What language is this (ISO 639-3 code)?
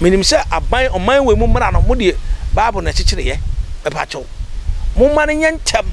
aka